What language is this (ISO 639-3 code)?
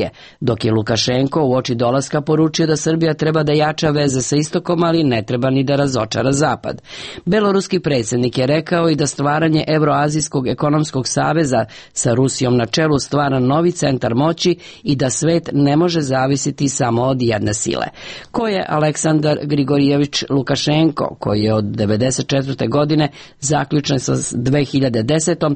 srp